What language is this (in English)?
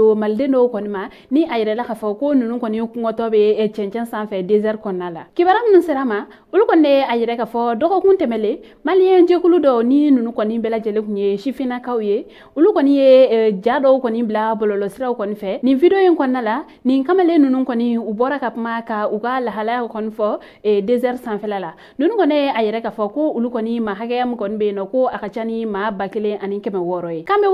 Bambara